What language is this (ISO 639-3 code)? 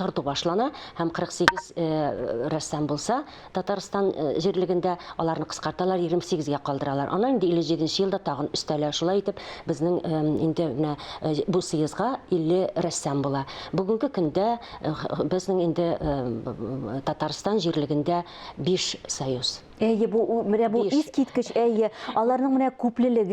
tat